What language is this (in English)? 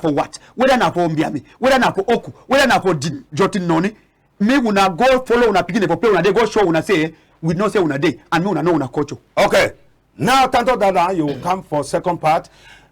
Cameroon Pidgin